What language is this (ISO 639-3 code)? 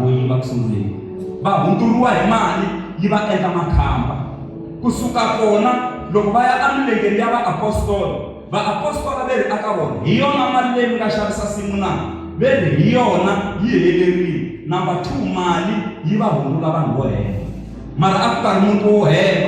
tso